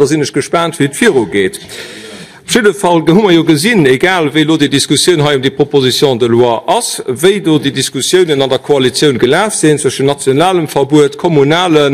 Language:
Luxembourgish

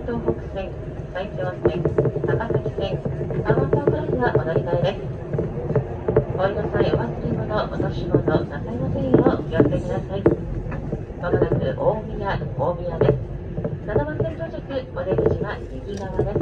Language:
Japanese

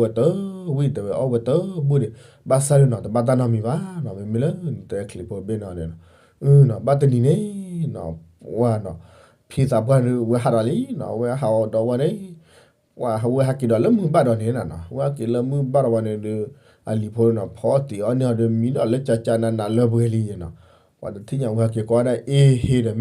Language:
S'gaw Karen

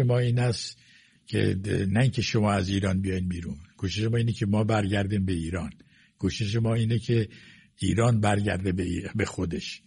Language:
Persian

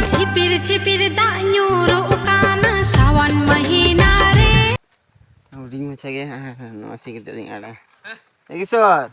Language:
Santali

